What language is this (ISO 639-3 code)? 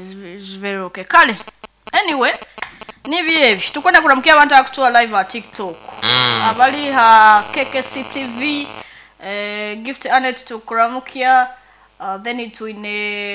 nyo